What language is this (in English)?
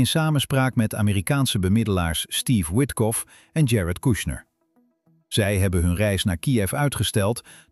Dutch